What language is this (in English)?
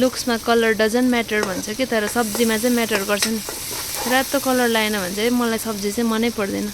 Nepali